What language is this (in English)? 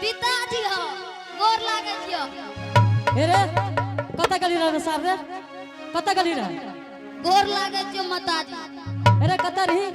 Angika